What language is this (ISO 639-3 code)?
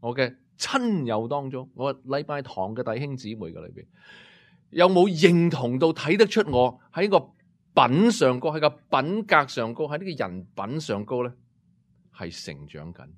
yue